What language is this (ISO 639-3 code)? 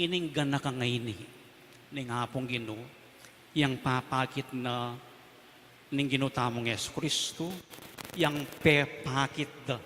pam